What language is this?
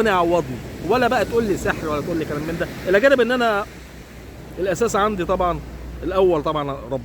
Egyptian Arabic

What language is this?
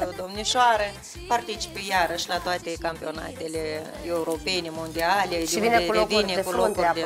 Romanian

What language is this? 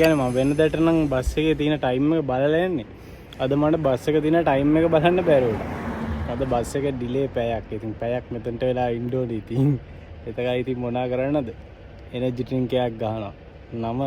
Sinhala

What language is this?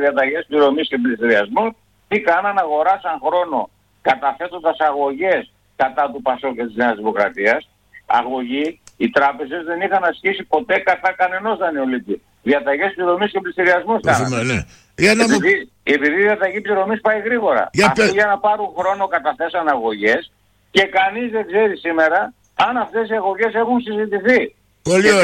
Greek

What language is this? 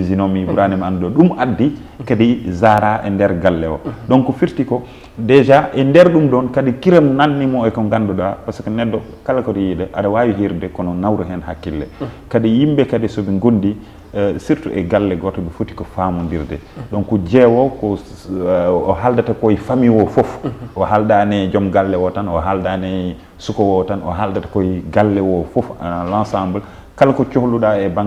Fula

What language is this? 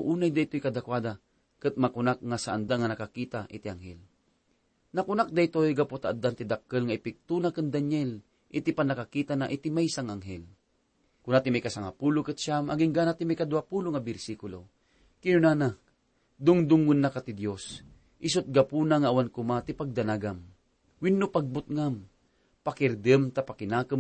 Iloko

